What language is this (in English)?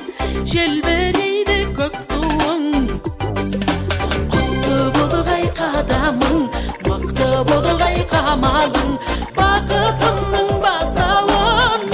Kazakh